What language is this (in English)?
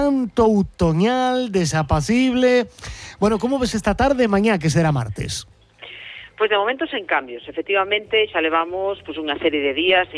Galician